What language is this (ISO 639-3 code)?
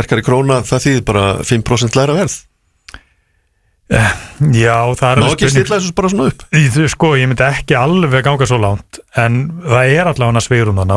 isl